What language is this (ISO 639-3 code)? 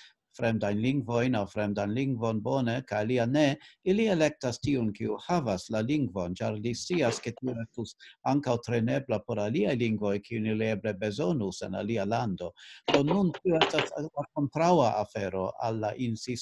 epo